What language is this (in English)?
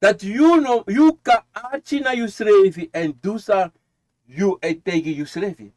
Sranan Tongo